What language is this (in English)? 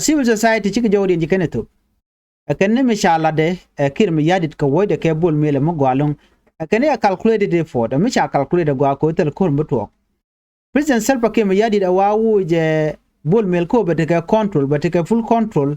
Nuer